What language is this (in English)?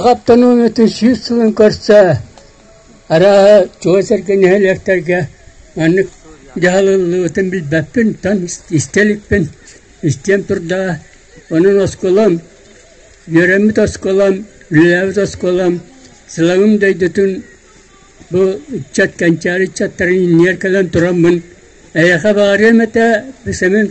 Yakut